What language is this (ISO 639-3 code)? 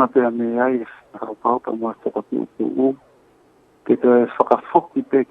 ton